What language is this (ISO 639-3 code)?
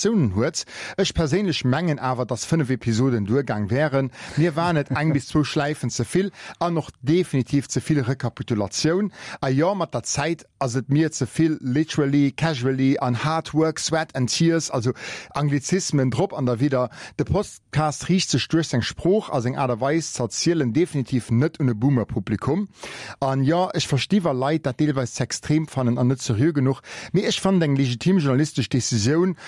ltz